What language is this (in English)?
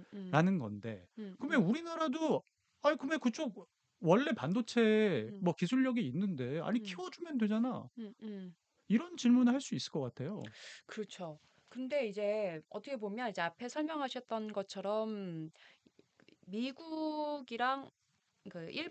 Korean